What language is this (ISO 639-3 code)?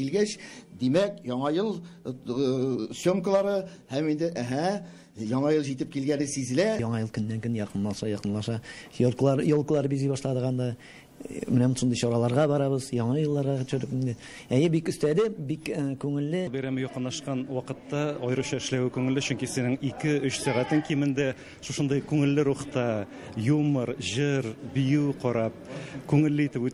tat